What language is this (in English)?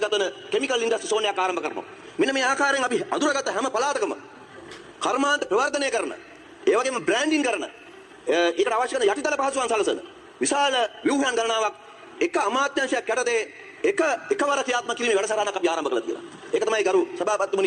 Sinhala